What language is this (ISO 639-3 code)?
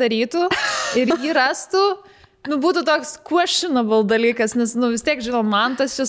lit